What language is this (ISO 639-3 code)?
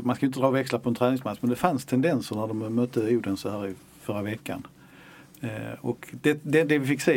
swe